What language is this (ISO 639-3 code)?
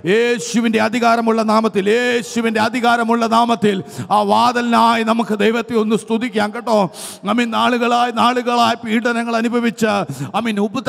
mal